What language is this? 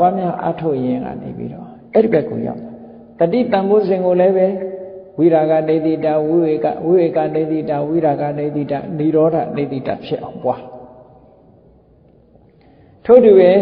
Burmese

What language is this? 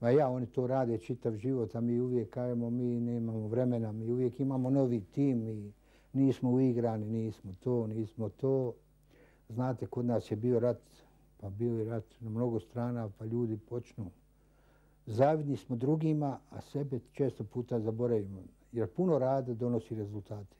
Bosnian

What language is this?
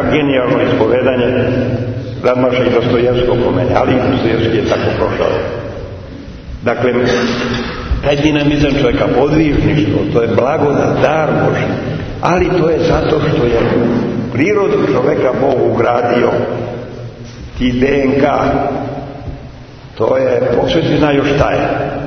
Serbian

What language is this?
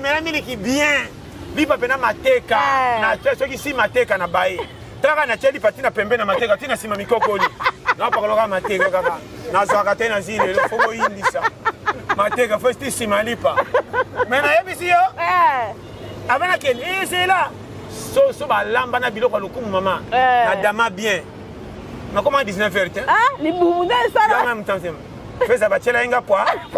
Lingala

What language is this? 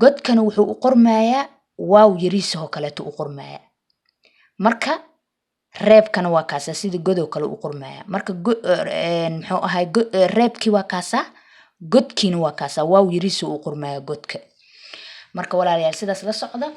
Somali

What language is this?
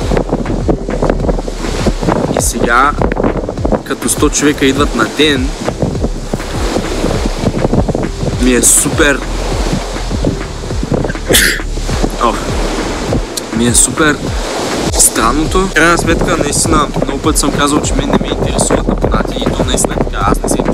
Bulgarian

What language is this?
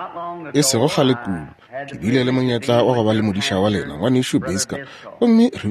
Northern Sotho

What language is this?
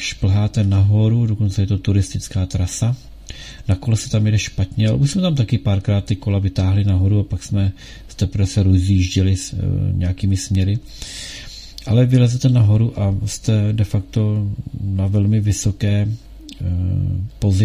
Czech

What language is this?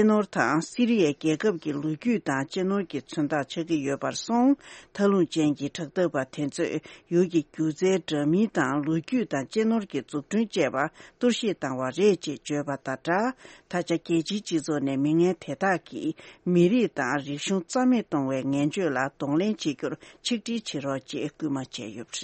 Tibetan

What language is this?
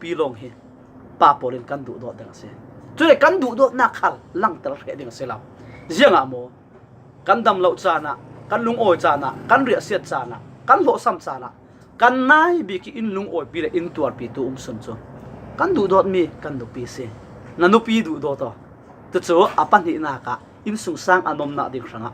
Falam Chin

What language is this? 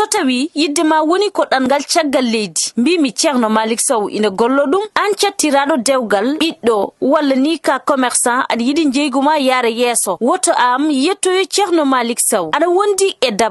Fula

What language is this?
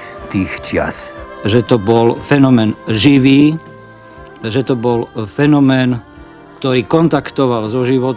Slovak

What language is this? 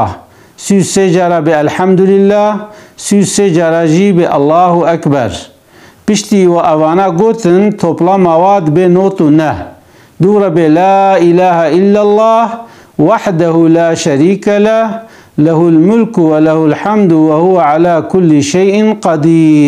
Kurdish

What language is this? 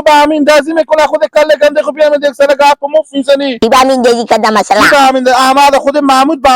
Hazaragi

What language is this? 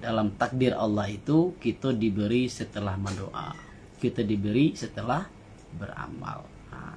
Minangkabau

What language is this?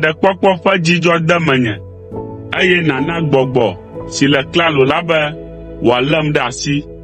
Ewe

